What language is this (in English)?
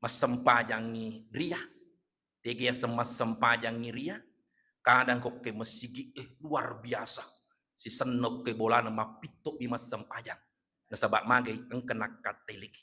Buginese